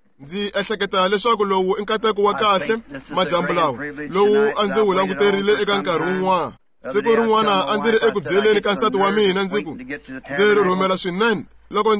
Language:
Tsonga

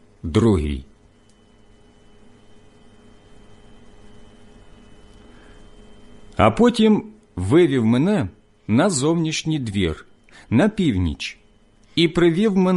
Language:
Ukrainian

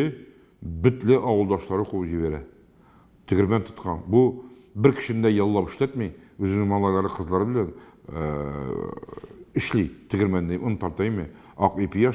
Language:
Tatar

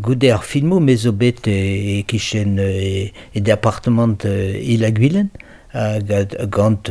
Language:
Breton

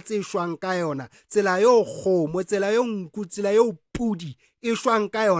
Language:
Southern Sotho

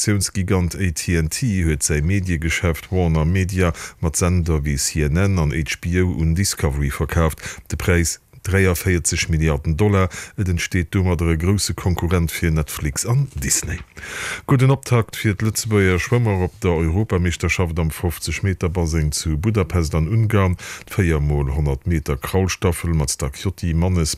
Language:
Luxembourgish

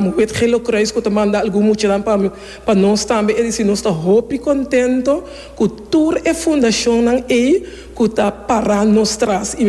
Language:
Papiamento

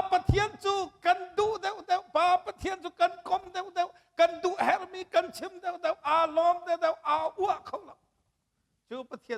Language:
Hakha Chin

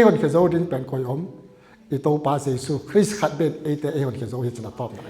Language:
Tedim Chin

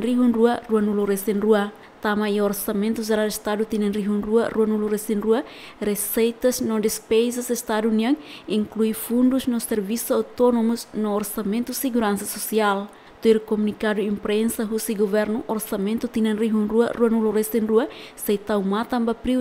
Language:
Tetum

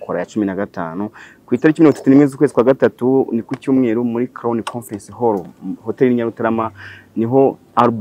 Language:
Kinyarwanda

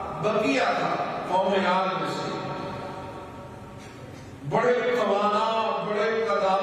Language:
Urdu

